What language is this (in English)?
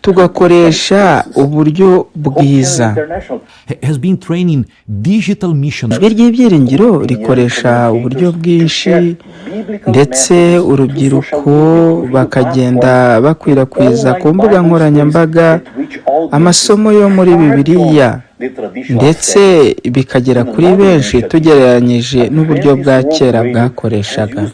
Kinyarwanda